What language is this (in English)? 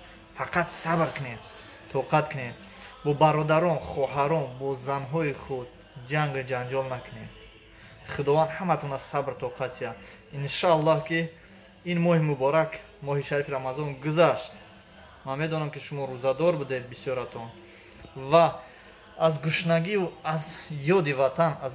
Tajik